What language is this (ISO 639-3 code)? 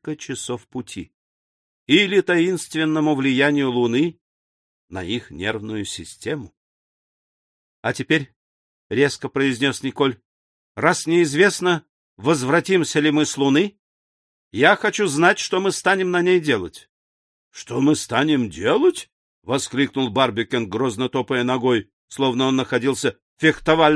rus